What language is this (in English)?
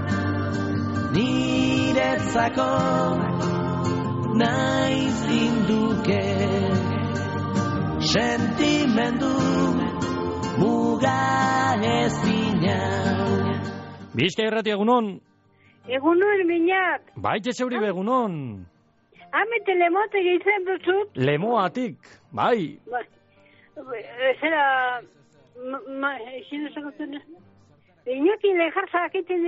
Basque